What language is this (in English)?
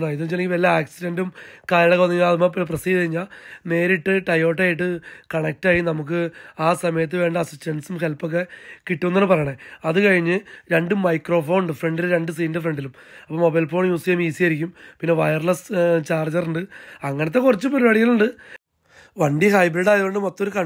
Malayalam